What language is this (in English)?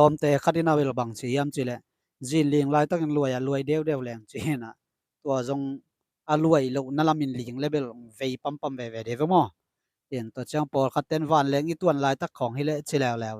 Tedim Chin